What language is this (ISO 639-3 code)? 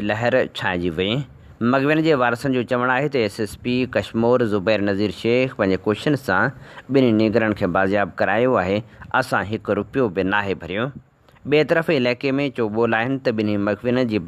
snd